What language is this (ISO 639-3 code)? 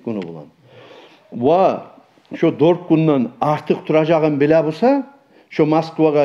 kum